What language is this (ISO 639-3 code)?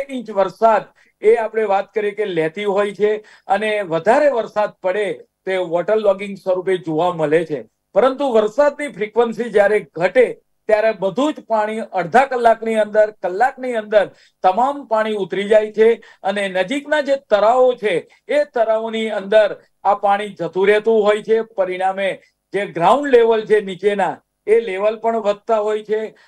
guj